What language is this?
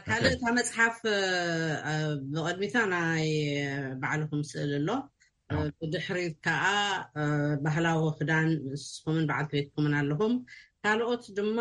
Tigrinya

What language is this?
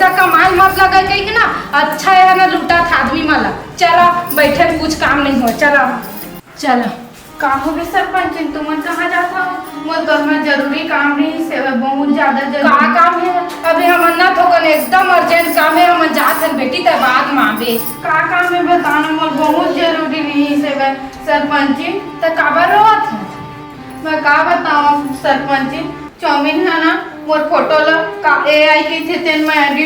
Chhattisgarhi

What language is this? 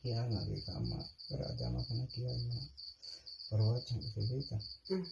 Oromo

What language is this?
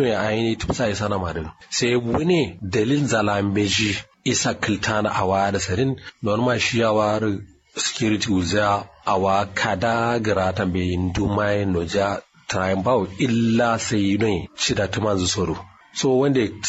Kanuri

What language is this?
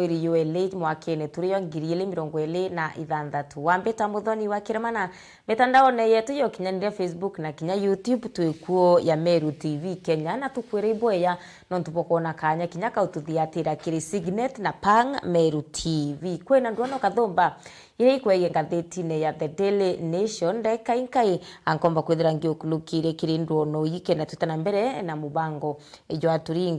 Meru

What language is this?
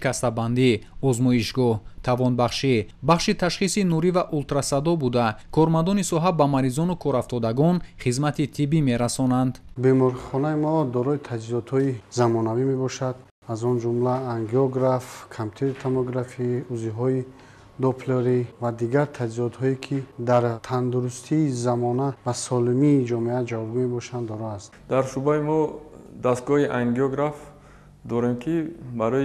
Tajik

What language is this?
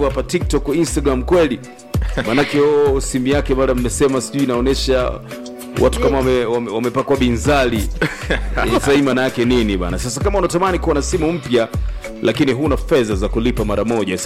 Swahili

